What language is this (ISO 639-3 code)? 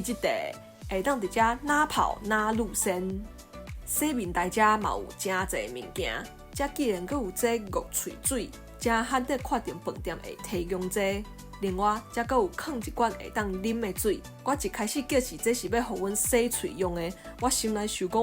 nan